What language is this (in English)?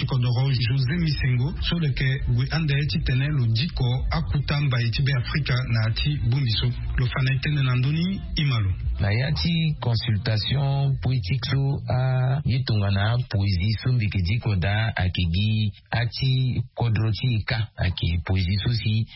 Sango